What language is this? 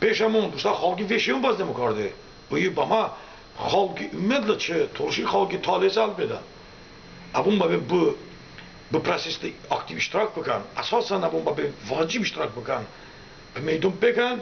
Talysh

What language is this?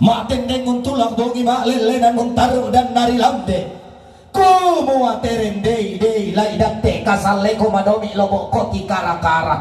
Toraja-Sa'dan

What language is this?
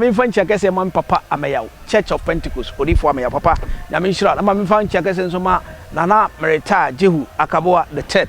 Akan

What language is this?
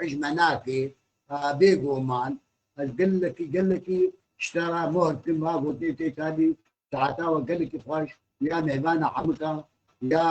Kurdish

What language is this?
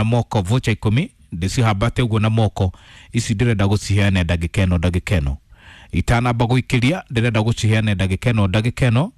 Kikuyu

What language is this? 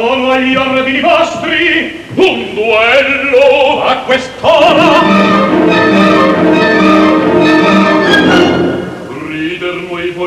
Italian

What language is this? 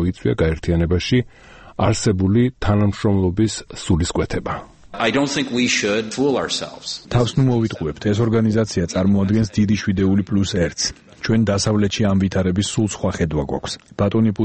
Georgian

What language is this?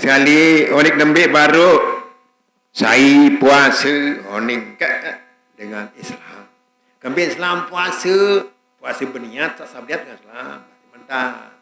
Sasak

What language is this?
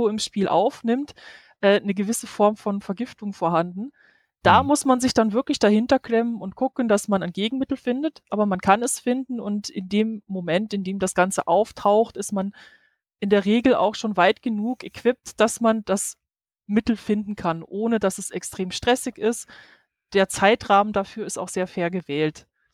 German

